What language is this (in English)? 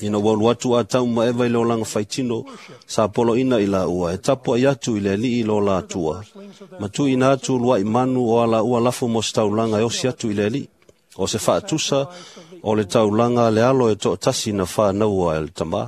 Samoan